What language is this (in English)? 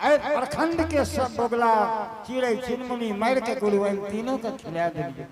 Angika